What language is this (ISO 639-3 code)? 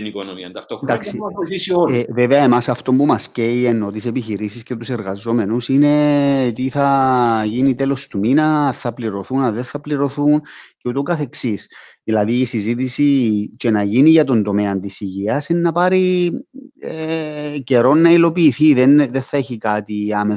ell